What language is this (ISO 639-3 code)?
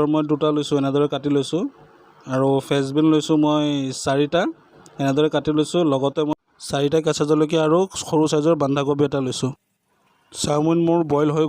asm